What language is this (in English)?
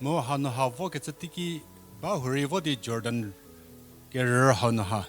Angami Naga